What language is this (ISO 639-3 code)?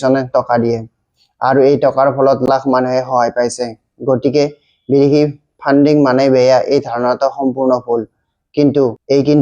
asm